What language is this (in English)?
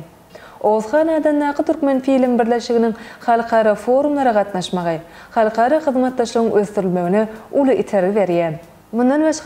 Turkmen